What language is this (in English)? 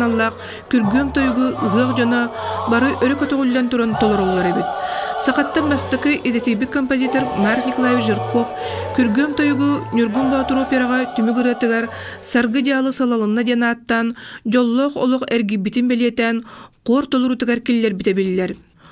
Yakut